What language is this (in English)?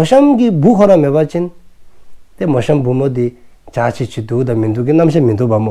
Dzongkha